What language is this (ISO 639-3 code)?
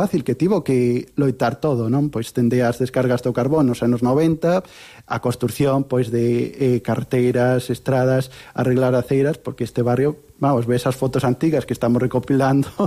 glg